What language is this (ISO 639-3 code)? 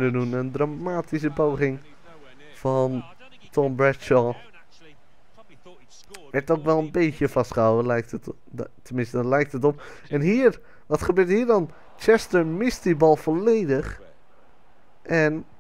nld